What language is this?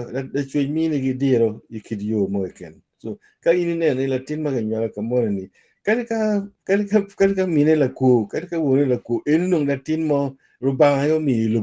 Acoli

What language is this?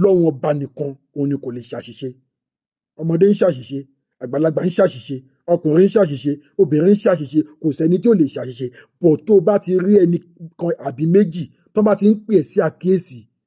Yoruba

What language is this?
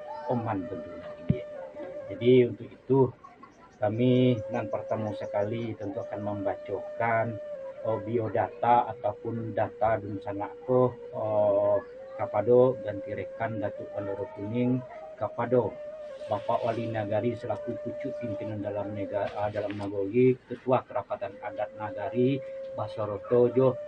Minangkabau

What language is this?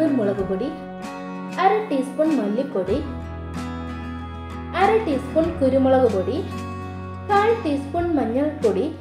Malayalam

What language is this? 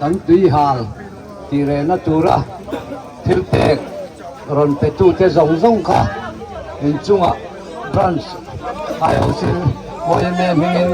Mizo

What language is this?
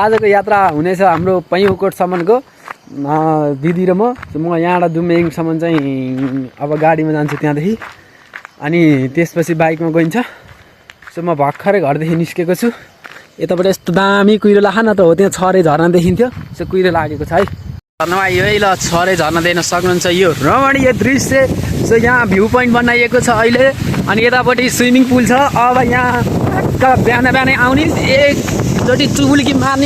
Nepali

